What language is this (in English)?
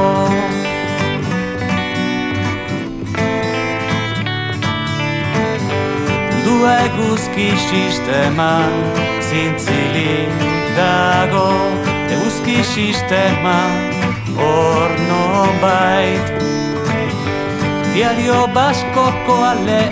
Basque